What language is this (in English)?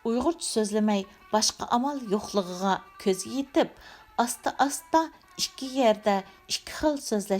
Uyghur